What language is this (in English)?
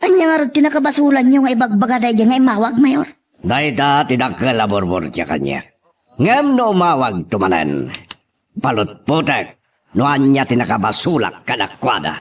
Iloko